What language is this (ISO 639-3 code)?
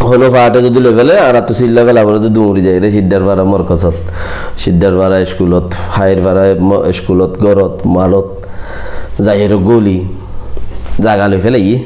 rhg